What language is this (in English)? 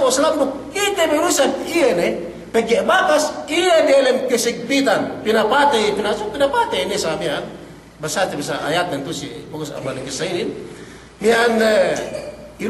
Yakan